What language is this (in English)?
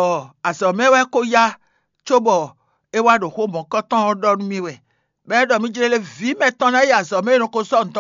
Fon